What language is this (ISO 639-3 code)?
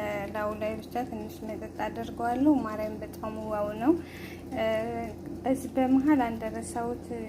amh